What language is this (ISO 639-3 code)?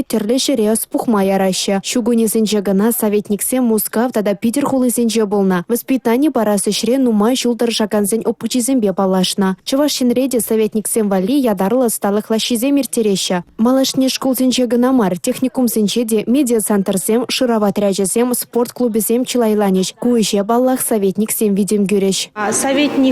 chv